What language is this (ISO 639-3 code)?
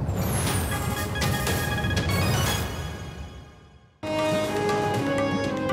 fas